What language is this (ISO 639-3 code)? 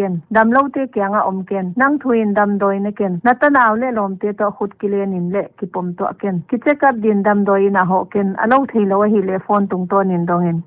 pck